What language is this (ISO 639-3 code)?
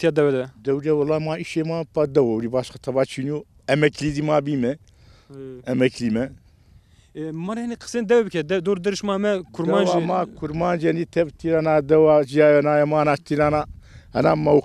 zza